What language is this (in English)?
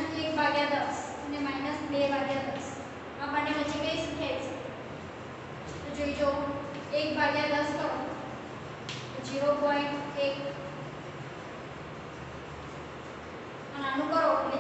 Gujarati